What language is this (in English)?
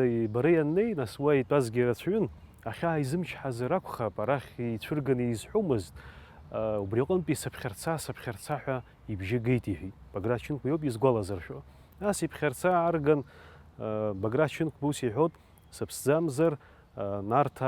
Abkhazian